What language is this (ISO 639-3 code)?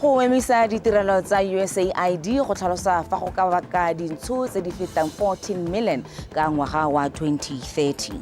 tsn